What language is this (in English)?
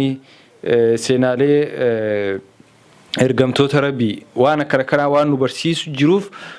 Oromo